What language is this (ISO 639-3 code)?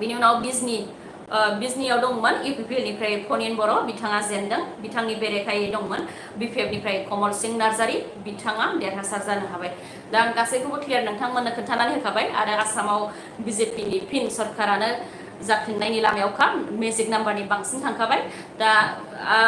brx